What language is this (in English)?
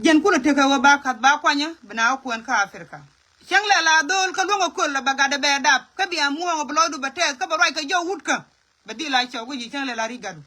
Nuer